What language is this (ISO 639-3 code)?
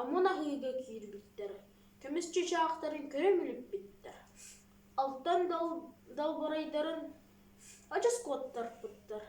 sah